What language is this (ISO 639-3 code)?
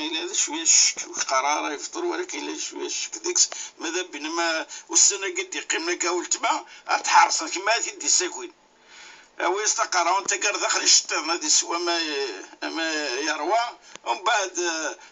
kab